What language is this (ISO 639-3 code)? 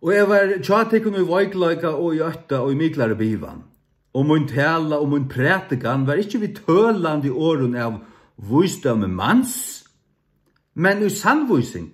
fao